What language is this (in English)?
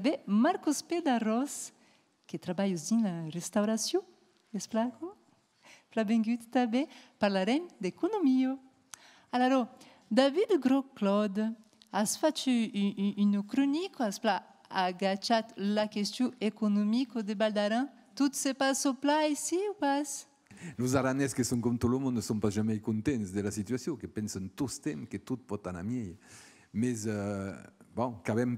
Occitan